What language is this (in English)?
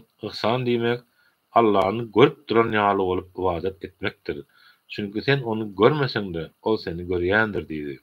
Turkmen